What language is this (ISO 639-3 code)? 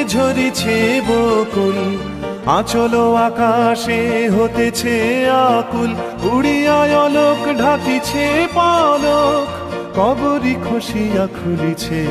ben